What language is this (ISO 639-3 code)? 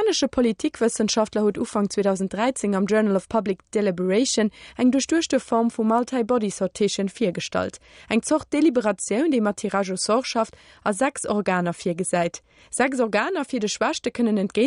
ltz